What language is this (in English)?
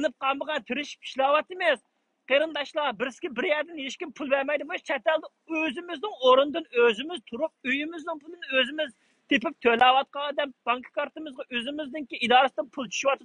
Uyghur